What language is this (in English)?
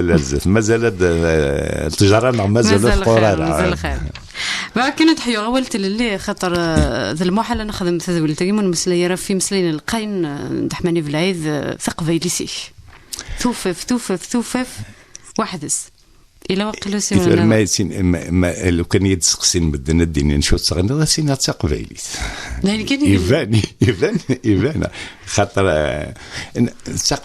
Kabyle